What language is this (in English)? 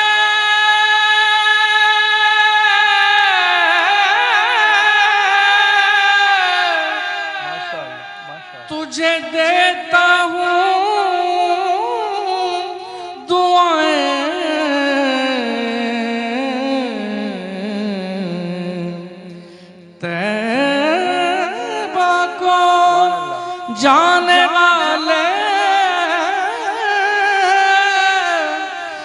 Urdu